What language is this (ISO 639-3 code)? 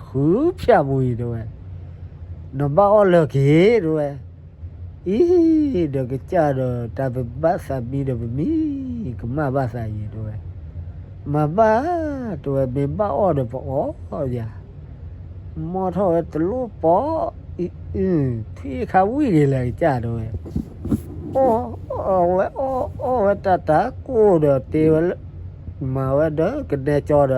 ksw